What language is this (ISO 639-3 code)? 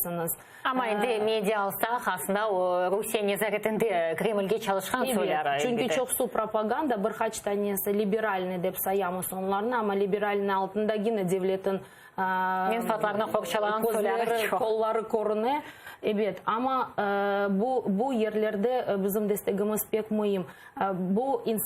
crh